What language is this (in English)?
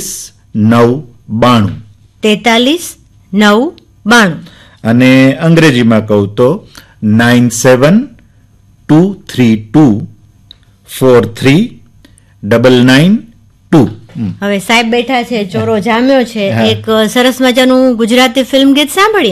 Gujarati